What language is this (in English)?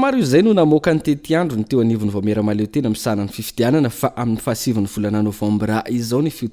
Malagasy